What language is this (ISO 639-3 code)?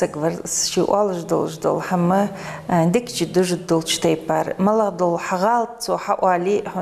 inh